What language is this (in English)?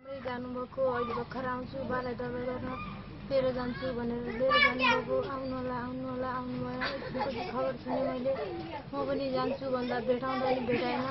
Nepali